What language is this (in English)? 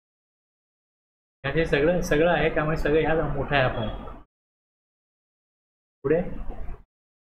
Marathi